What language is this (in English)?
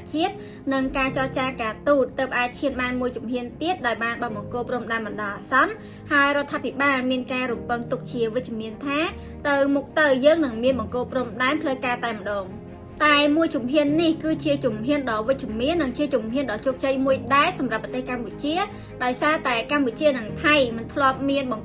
Khmer